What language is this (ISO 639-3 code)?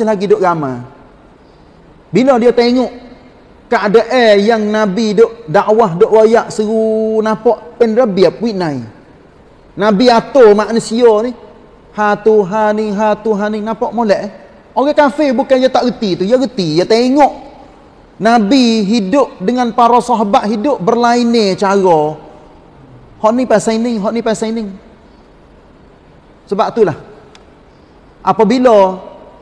msa